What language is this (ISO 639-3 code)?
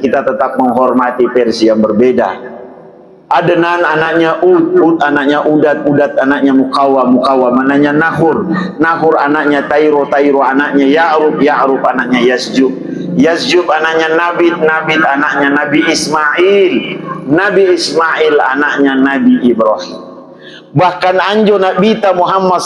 mak